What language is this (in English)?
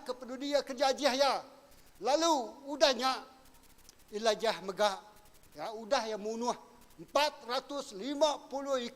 Iban